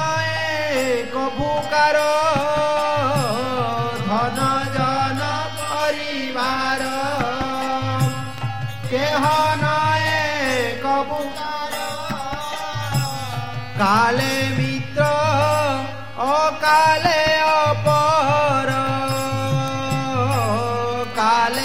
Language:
Odia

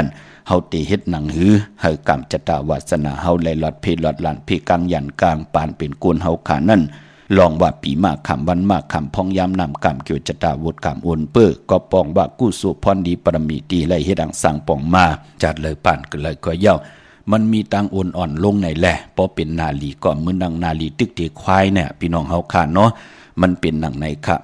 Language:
Shan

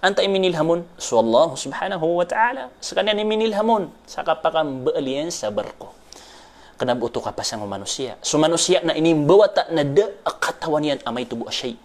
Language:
Maranao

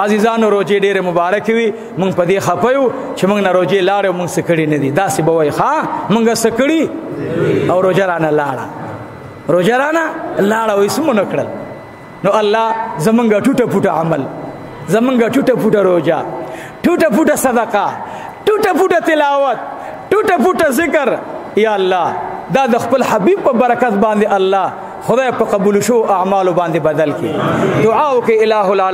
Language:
Pashto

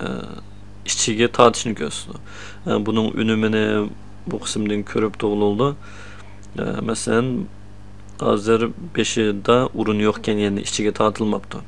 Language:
Uyghur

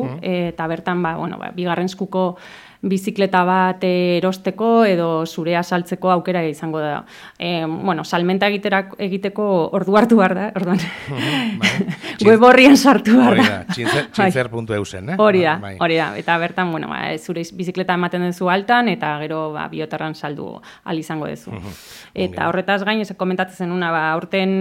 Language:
Basque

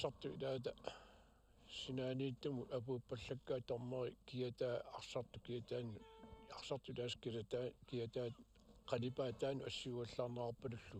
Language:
Kalaallisut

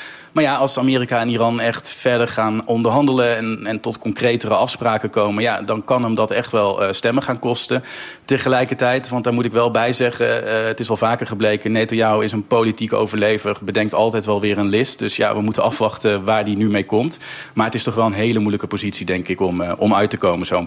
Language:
Dutch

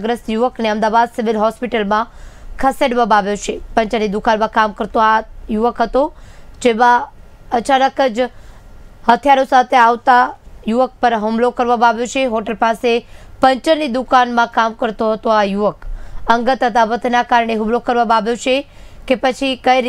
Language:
Gujarati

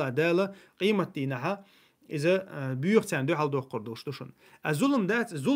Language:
Chechen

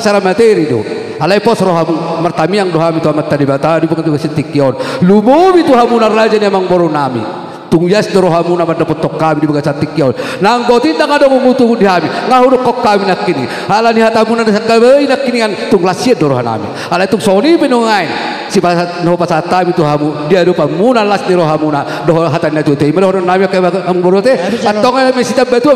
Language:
Batak Toba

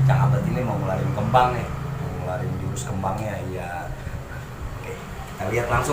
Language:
Betawi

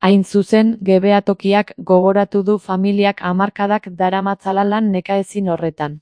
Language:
Basque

